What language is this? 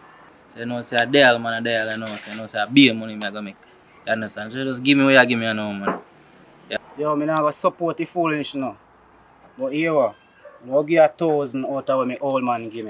Jamaican Creole English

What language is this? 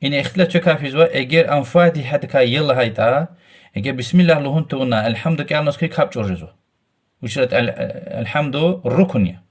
Lezghian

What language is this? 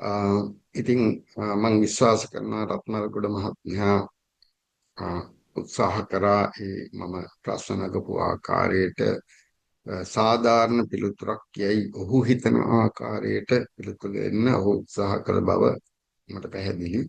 Sinhala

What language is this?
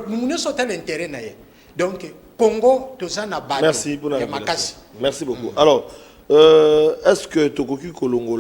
Lingala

